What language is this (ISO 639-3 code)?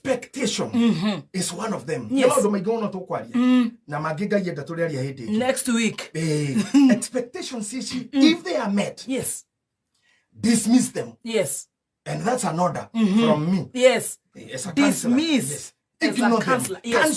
kik